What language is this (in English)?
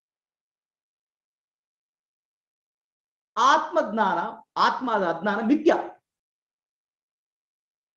Kannada